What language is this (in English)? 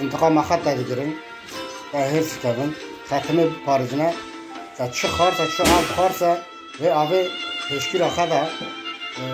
Kurdish